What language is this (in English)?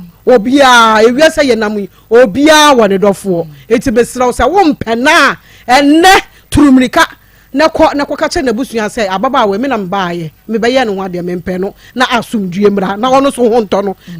Akan